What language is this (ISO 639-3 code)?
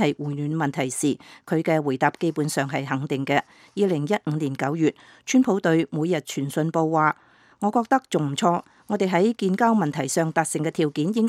yue